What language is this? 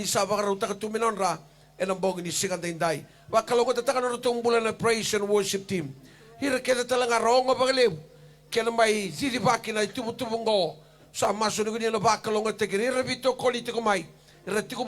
Fijian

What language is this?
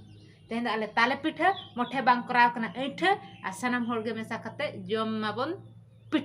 Santali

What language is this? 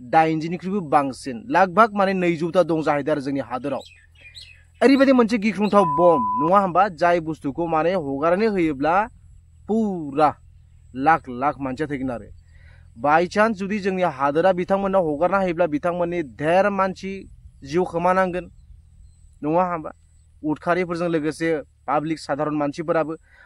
Bodo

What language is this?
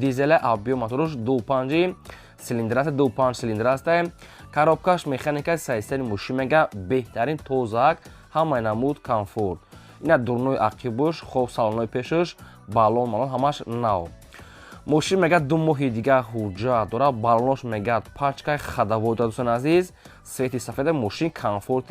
Tajik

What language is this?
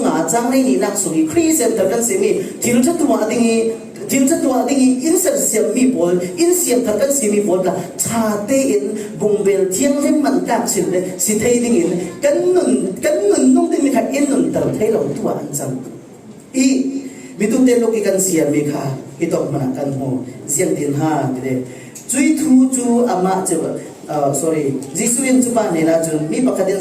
Falam Chin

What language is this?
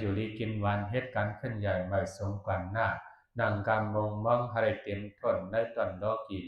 Shan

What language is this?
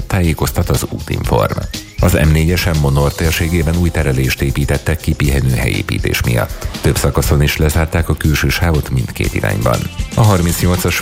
Hungarian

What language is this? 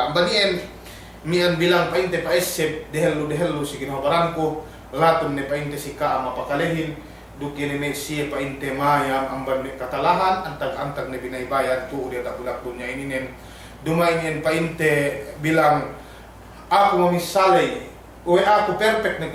Yakan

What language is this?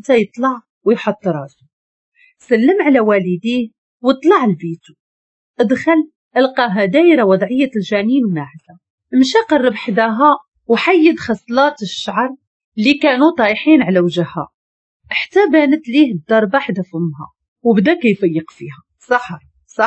Moroccan Arabic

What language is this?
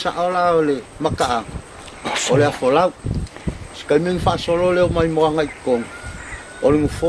Samoan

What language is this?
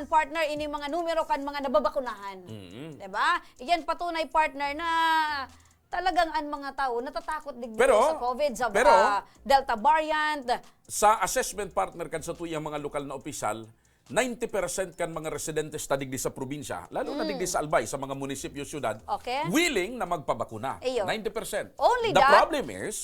Bikol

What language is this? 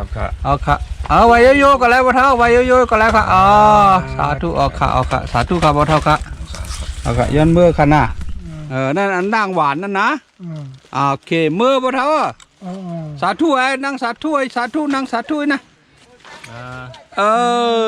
Shan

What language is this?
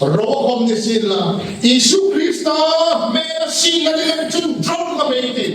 Hmar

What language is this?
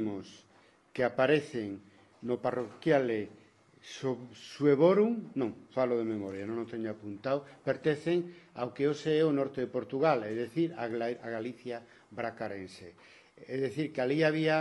Galician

